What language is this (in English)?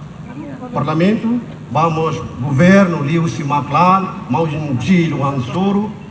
Tetum